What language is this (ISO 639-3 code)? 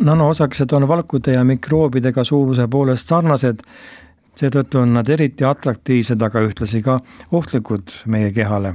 est